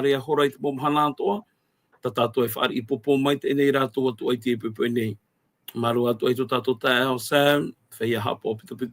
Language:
Tahitian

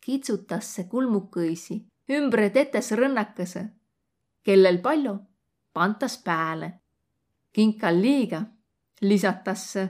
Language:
Võro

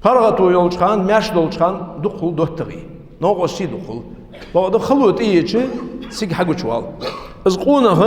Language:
Ingush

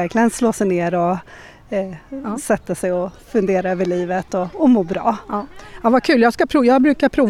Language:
Swedish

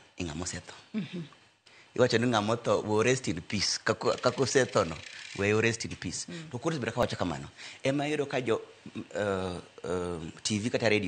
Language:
Luo (Kenya and Tanzania)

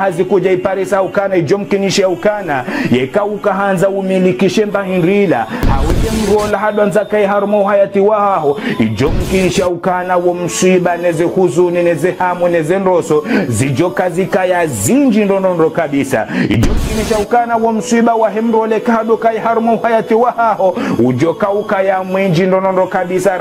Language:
Ngazidja Comorian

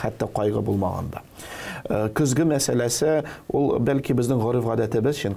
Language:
Tatar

